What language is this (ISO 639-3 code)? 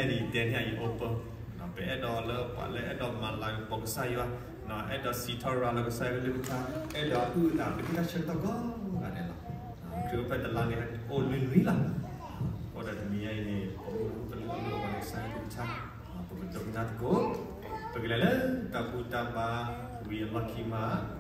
ksw